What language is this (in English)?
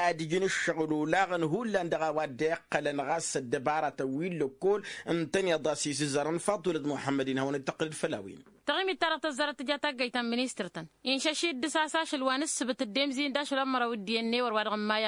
Tamasheq